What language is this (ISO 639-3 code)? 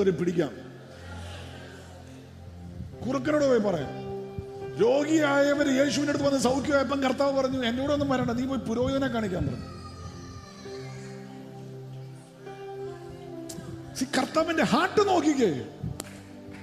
mal